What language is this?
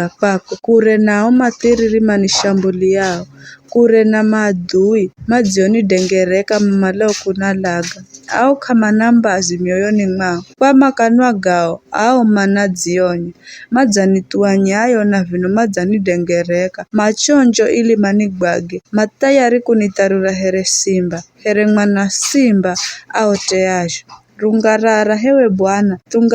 Giryama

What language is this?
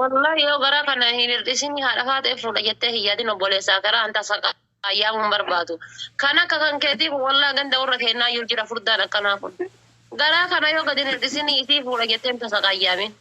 Oromo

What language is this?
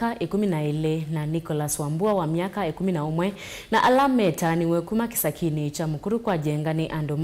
Kamba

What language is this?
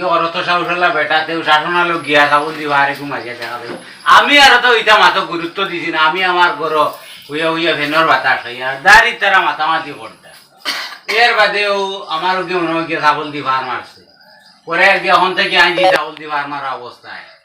Sylheti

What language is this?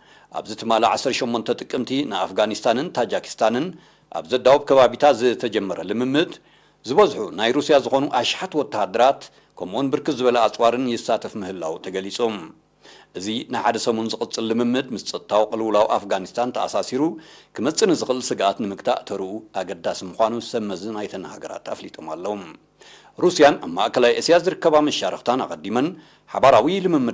Tigrinya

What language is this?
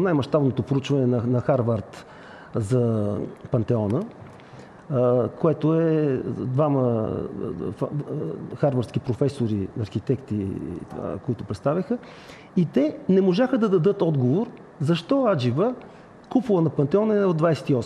Bulgarian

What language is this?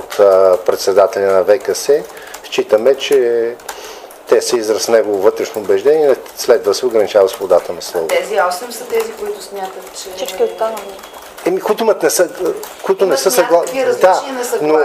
Bulgarian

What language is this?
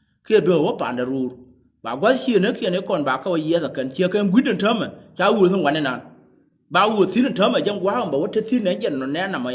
Nuer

